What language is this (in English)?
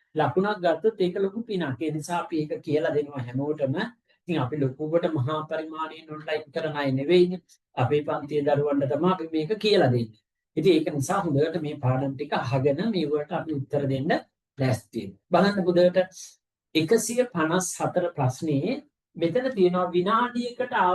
Sinhala